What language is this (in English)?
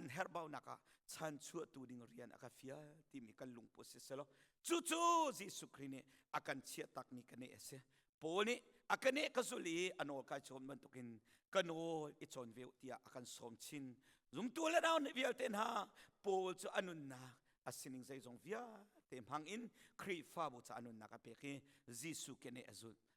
Hakha Chin